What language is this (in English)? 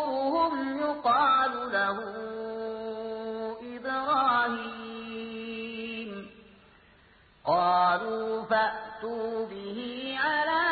Arabic